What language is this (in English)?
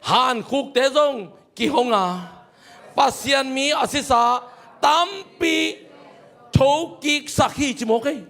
Tedim Chin